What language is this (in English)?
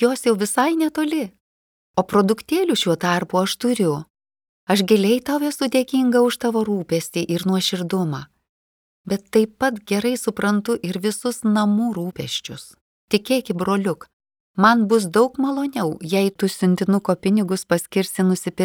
Lithuanian